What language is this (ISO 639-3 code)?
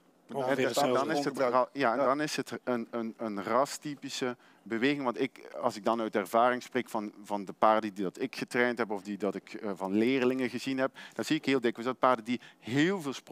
nld